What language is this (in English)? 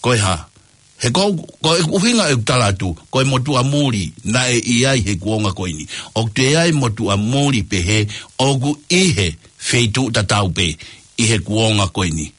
Tongan